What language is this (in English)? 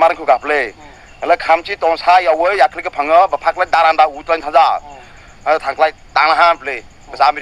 Kok Borok